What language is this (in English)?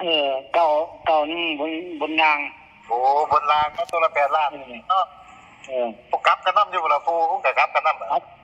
Northeastern Thai